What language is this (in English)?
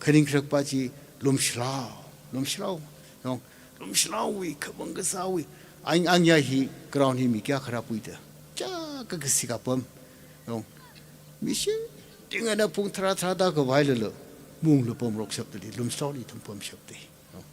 Tangkhul Naga (India)